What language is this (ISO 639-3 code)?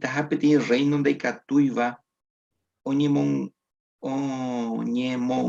grn